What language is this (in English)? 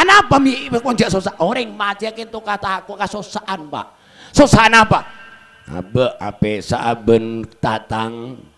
Madurese